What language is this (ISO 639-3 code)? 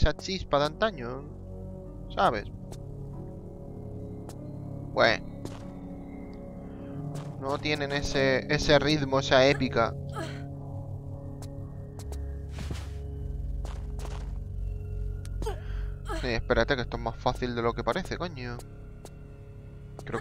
spa